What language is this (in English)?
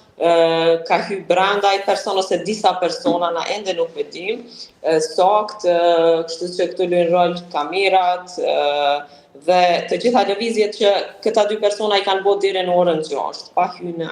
Albanian